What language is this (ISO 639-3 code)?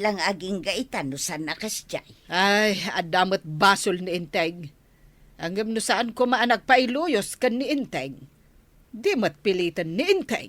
ilo